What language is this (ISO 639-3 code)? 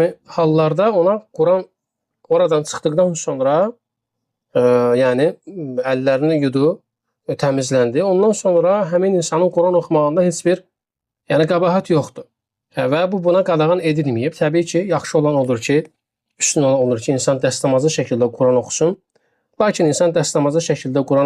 aze